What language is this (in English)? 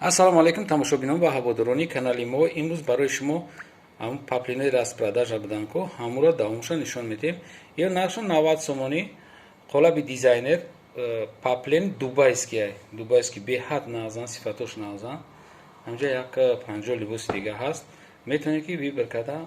Tajik